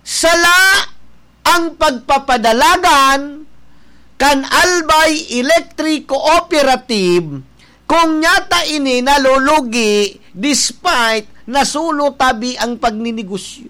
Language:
Bikol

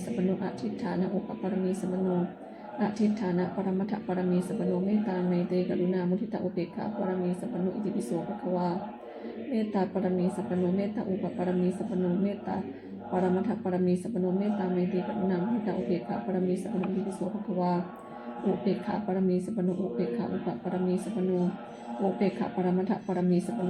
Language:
Pali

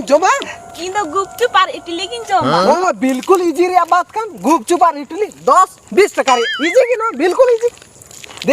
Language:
Santali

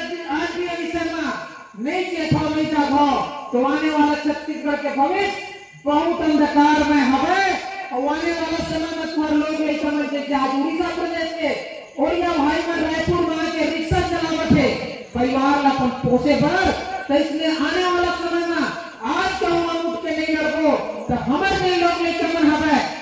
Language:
Chhattisgarhi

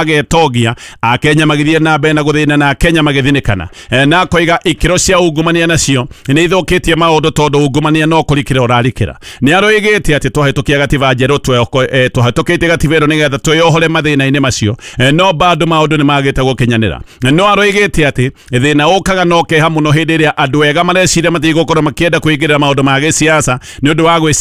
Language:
Kikuyu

